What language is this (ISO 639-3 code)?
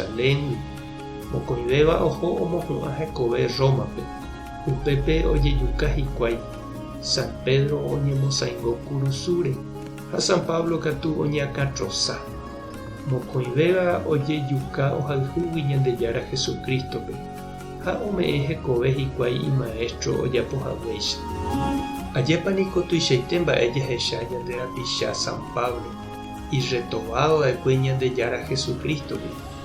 grn